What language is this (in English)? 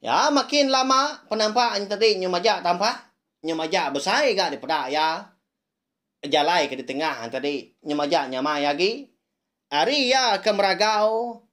Iban